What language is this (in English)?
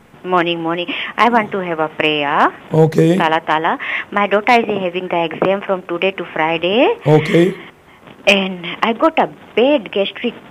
Fijian